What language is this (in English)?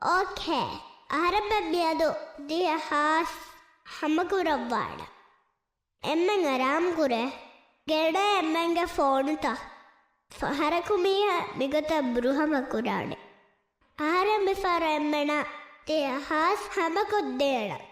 Divehi